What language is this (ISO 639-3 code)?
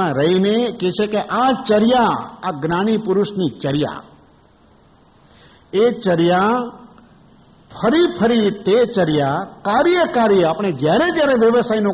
guj